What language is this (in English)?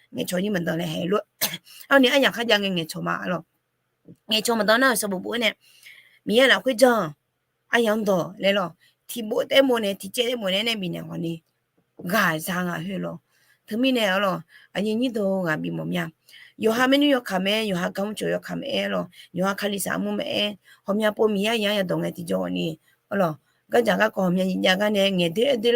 Akha